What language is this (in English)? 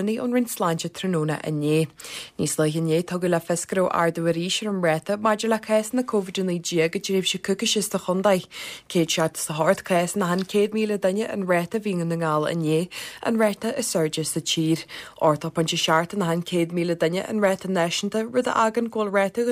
Irish